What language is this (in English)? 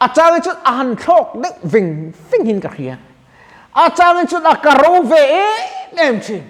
Mizo